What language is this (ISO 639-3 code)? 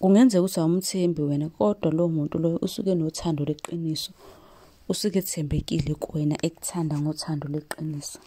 zul